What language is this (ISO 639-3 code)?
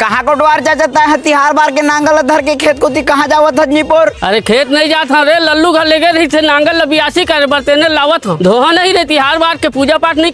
hne